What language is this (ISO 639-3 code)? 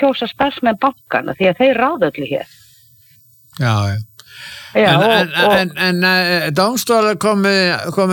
isl